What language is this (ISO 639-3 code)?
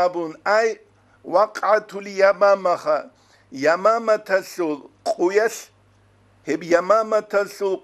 ava